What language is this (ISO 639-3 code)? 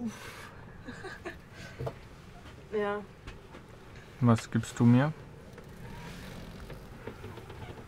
deu